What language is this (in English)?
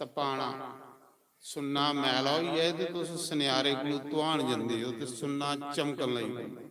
Dogri